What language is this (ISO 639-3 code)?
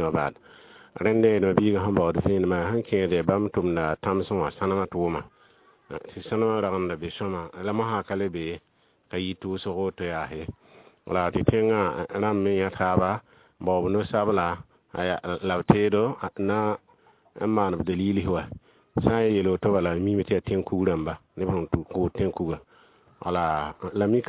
mos